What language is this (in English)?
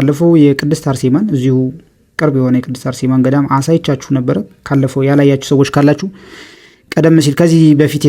Amharic